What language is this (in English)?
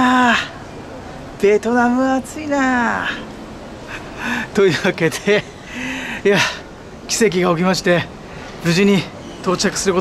Japanese